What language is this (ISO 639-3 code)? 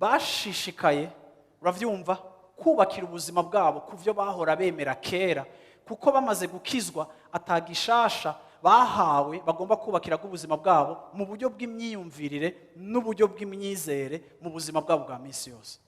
run